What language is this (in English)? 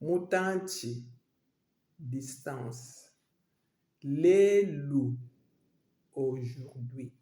Luba-Lulua